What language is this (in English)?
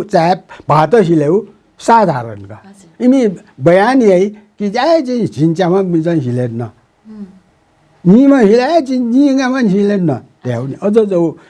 Newari